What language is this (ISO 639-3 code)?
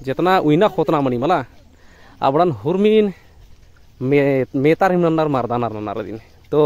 kru